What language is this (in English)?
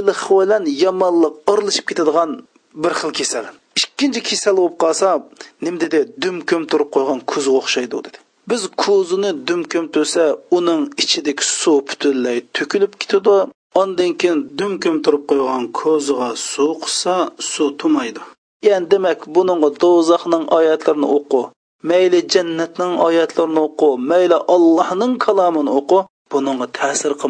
Uyghur